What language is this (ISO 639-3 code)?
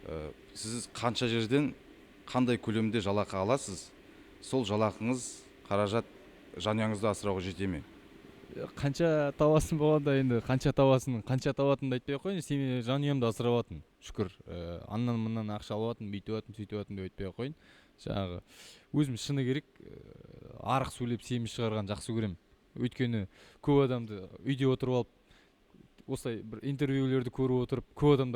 kaz